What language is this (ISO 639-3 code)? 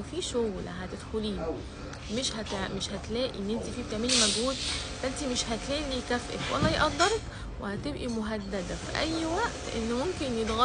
arz